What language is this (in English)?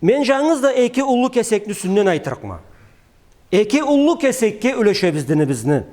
Karachay-Balkar